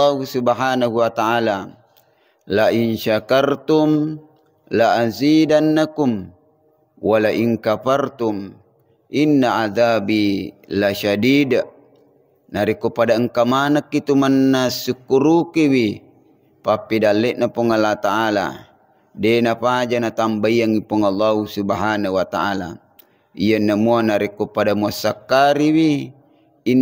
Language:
Buginese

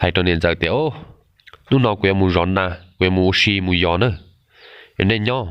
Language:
Hmong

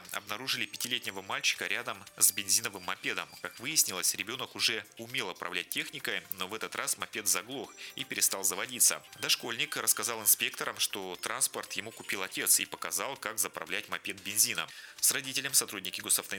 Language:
Russian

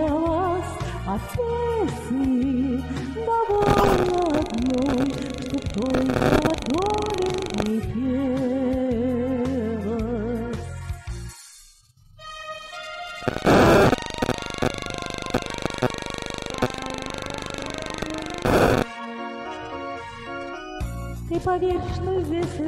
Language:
Russian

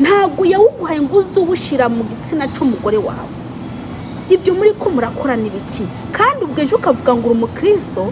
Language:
Rundi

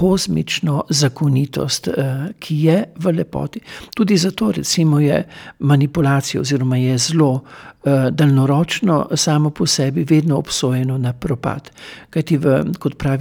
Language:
Slovenian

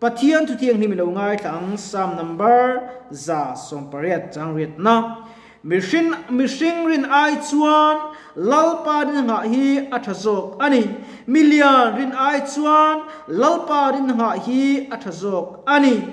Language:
Mizo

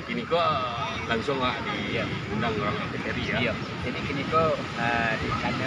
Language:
Minangkabau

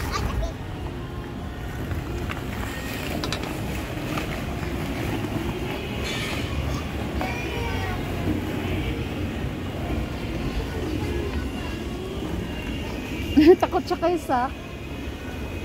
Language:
Filipino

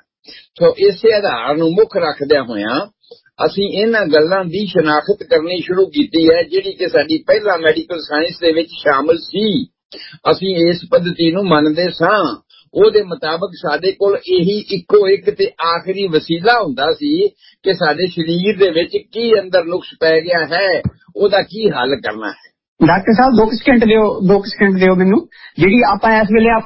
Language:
Punjabi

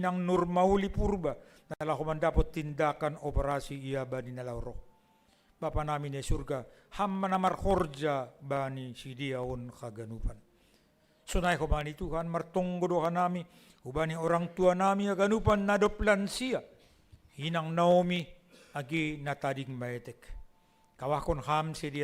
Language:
Batak Simalungun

